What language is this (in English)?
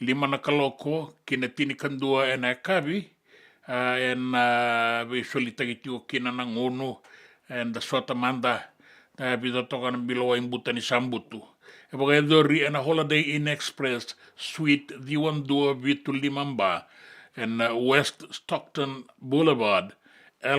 Fijian